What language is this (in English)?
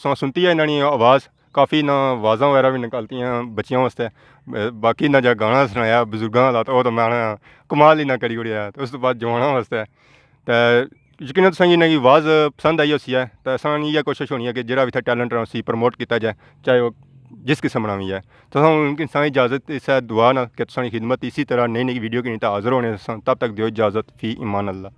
Pahari-Potwari